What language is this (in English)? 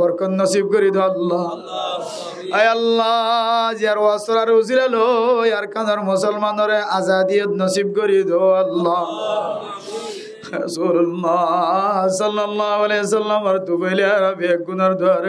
Rohingya